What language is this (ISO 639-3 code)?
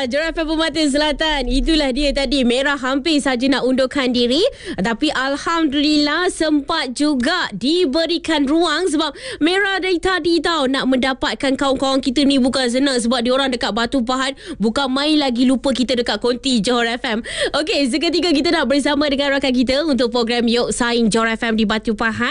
msa